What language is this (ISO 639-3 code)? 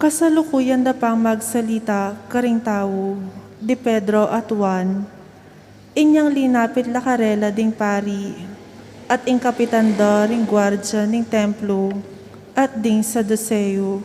pam